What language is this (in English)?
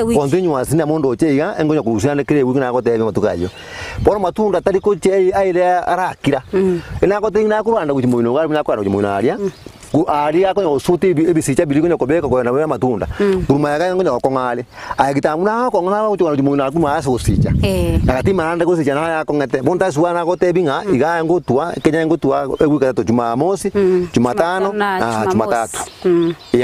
Gusii